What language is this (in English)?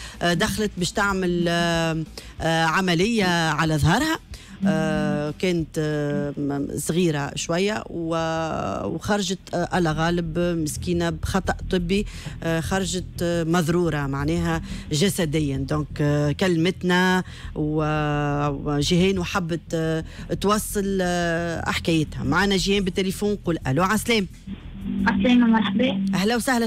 Tunisian Arabic